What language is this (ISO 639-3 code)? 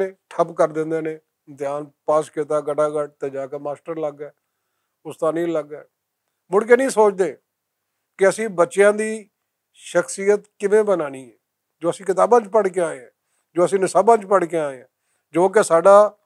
lah